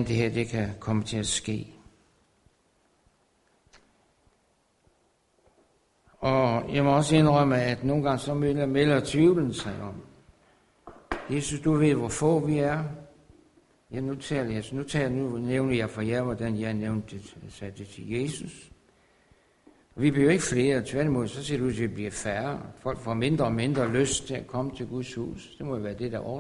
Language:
Danish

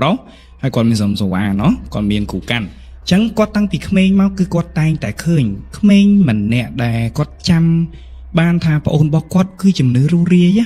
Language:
Khmer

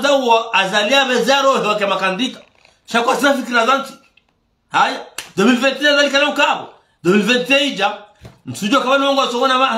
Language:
Ngazidja Comorian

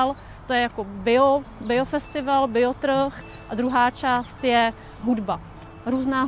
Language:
Czech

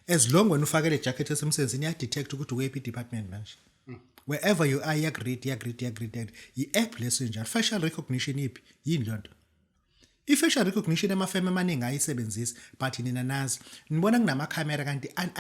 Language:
Zulu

